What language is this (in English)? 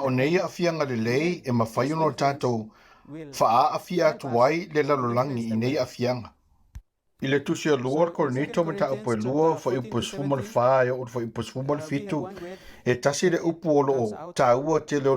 Samoan